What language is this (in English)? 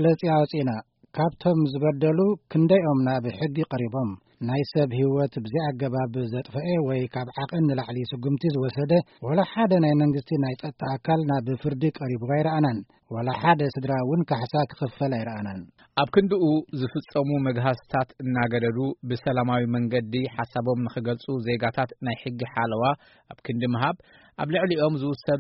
Tigrinya